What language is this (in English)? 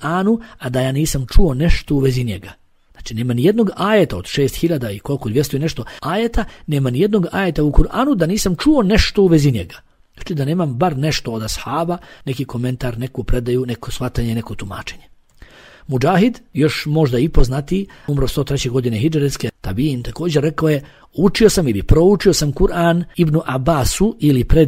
Bosnian